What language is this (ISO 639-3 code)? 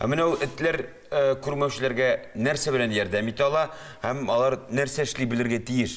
tat